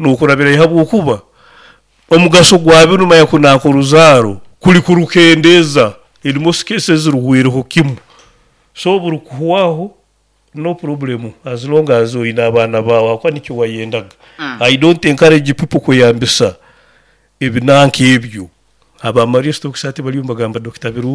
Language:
Nyoro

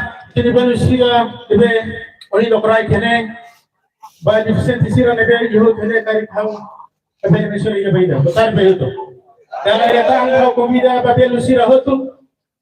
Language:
Tetum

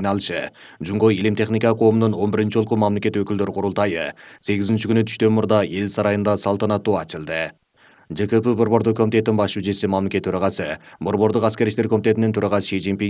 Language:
Kyrgyz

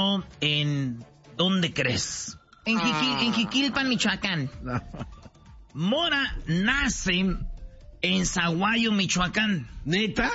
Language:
Spanish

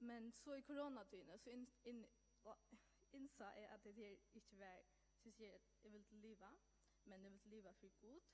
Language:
Faroese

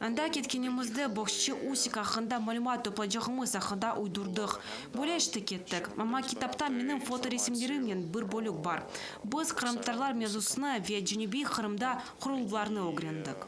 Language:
Crimean Tatar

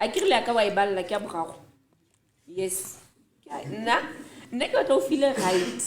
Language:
Southern Sotho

